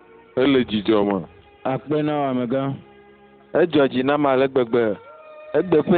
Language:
Ewe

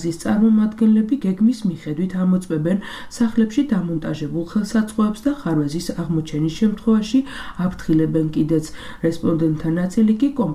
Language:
Georgian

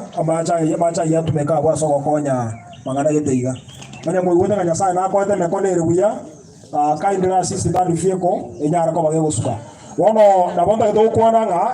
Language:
Gusii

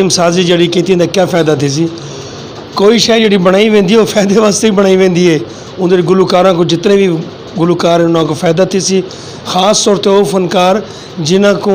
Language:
Saraiki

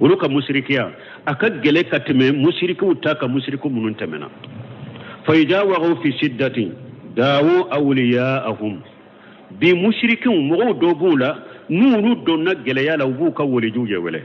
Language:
Bambara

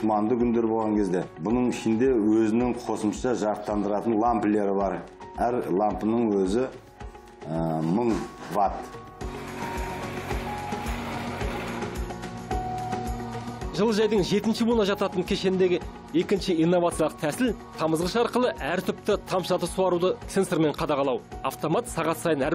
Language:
Kazakh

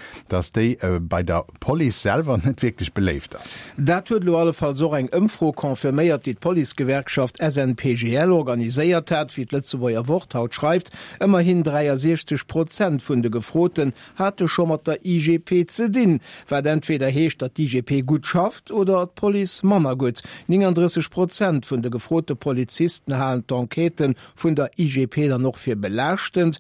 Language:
Luxembourgish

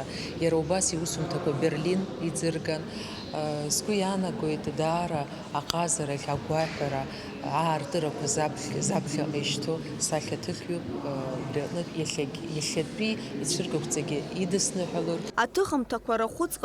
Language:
Abkhazian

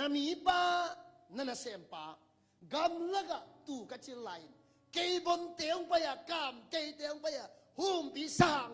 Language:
Tedim Chin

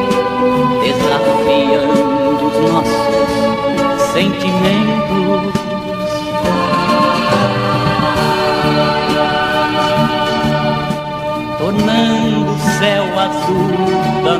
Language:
Portuguese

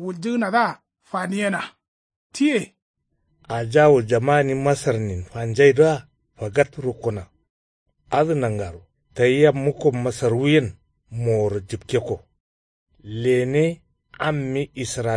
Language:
Kanuri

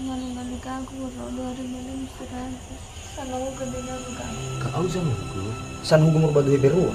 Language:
Nias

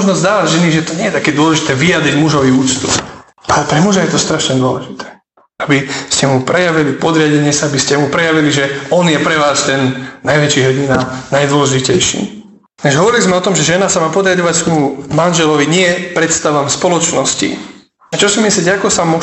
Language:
Slovak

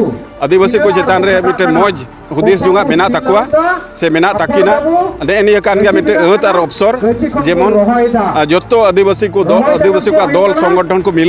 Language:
Santali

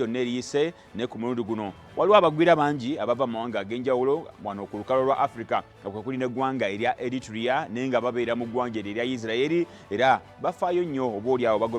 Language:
Ganda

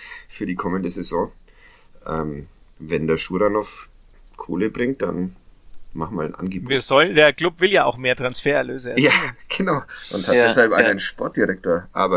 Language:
German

